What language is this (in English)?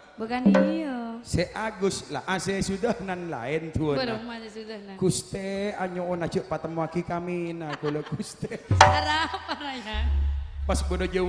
Madurese